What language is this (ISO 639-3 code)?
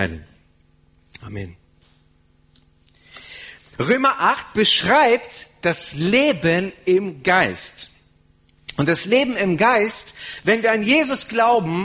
deu